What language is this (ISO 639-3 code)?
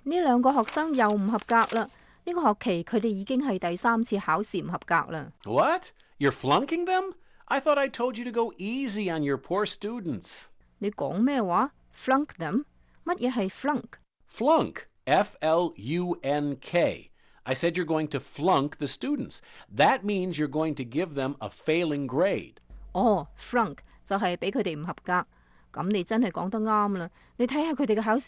yue